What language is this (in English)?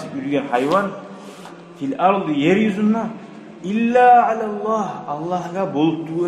Kumyk